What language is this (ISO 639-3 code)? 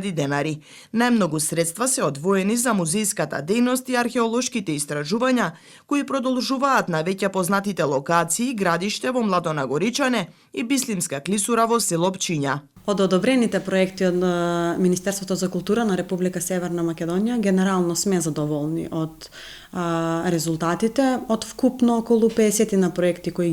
mkd